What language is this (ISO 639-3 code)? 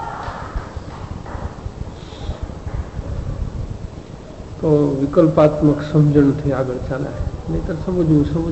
guj